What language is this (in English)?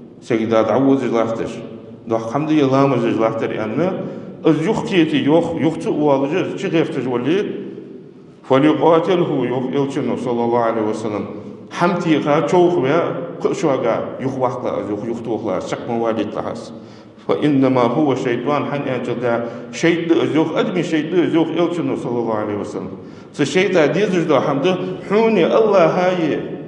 Ingush